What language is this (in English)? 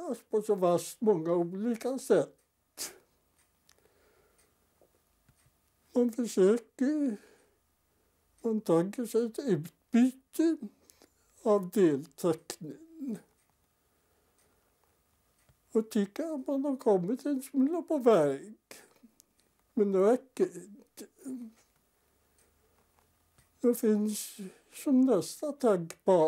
Swedish